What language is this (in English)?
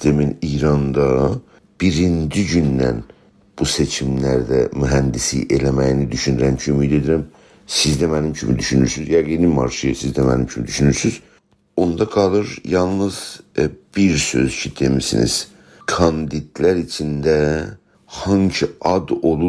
South Azerbaijani